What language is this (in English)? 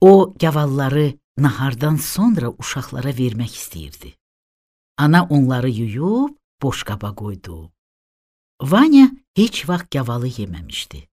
Azerbaijani